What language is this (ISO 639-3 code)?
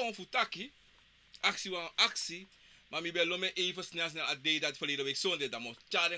srn